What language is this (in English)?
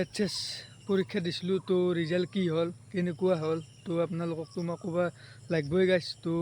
Assamese